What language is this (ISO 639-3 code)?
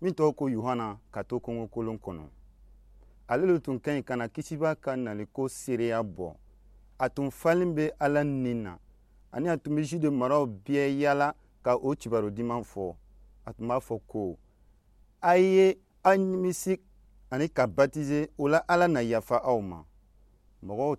dyu